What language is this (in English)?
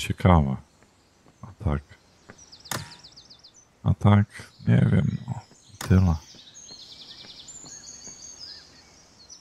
Polish